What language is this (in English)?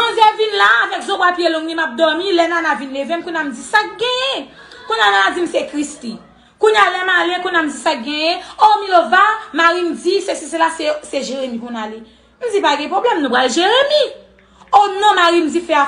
Haitian Creole